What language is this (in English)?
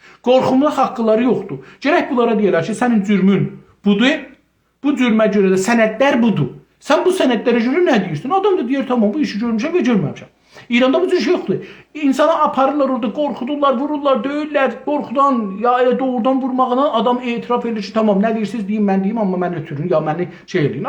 South Azerbaijani